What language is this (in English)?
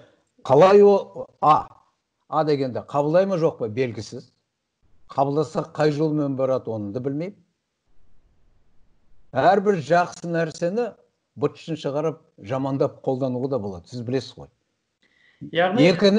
Kazakh